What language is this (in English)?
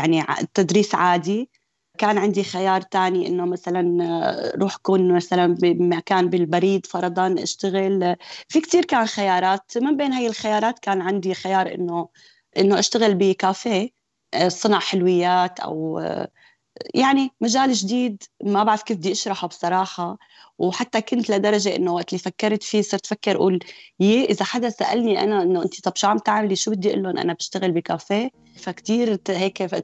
North Levantine Arabic